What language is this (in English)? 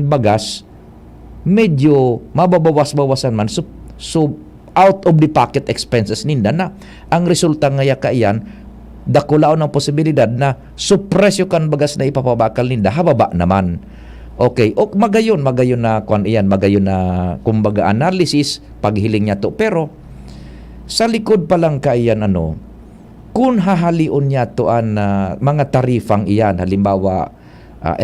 Bikol